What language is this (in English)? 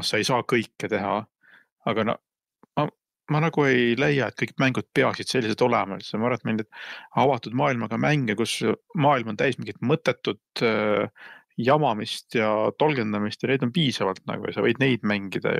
Estonian